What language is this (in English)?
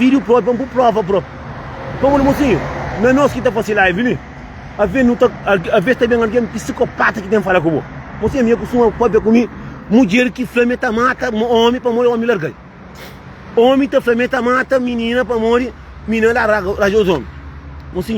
Kabuverdianu